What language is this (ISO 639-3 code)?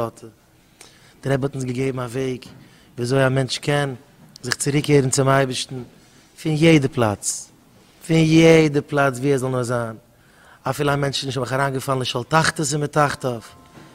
yid